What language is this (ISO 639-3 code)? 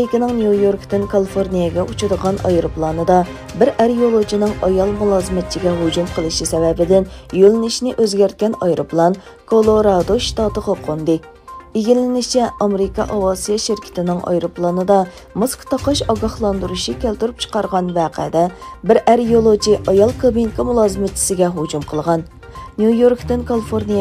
uig